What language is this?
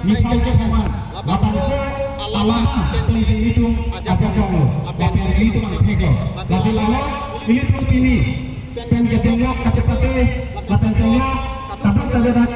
Karbi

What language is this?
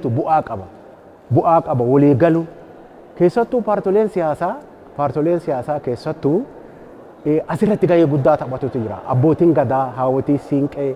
Oromo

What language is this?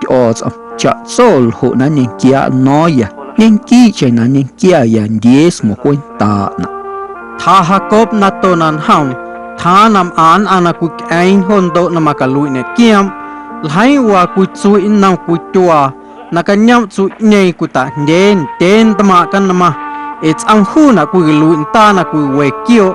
Guerrero Amuzgo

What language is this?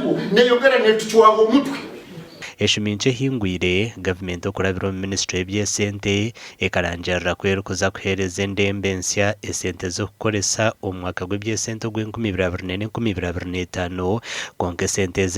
Nyankole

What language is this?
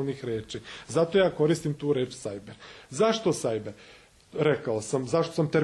Serbian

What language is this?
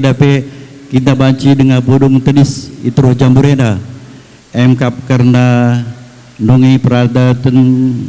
Batak Karo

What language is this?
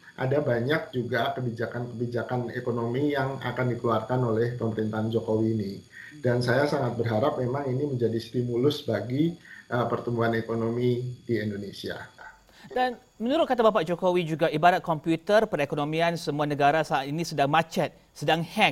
Indonesian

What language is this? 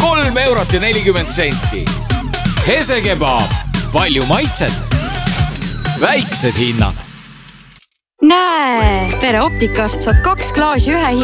Estonian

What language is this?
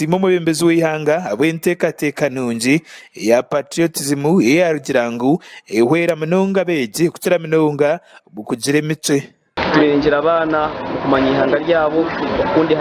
Nyankole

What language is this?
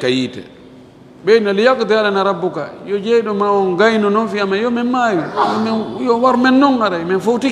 Fula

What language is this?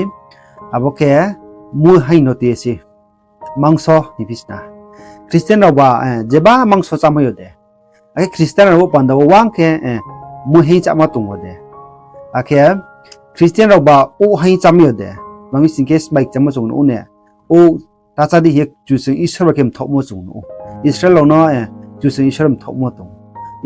Riang (India)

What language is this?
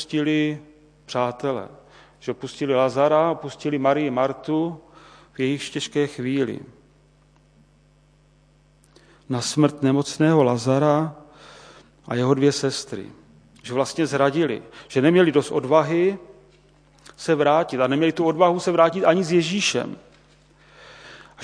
Czech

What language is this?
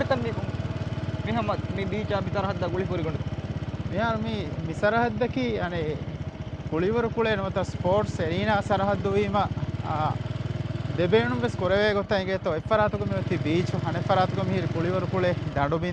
Divehi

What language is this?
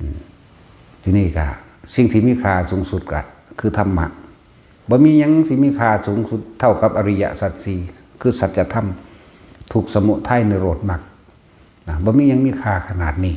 Northeastern Thai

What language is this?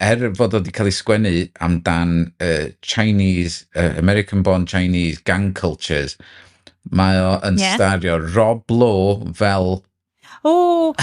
Welsh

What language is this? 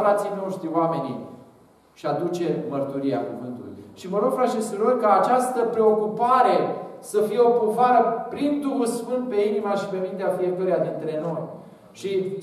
Romanian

